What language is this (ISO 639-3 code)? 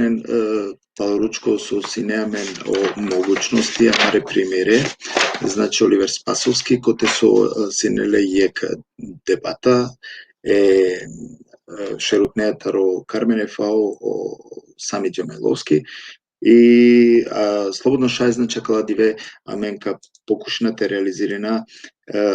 rmn